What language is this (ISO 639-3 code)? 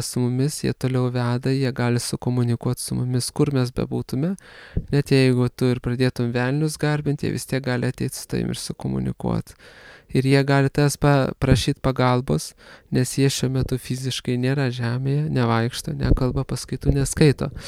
lit